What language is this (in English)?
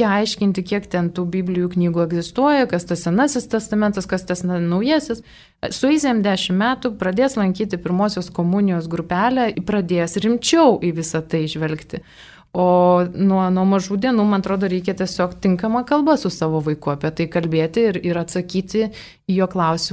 Lithuanian